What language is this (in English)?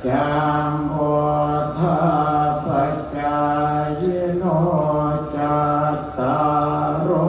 Pali